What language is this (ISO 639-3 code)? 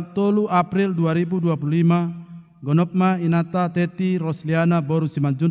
bbc